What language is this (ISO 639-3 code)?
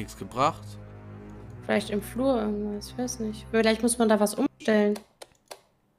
deu